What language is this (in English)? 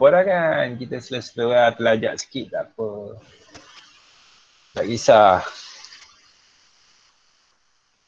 Malay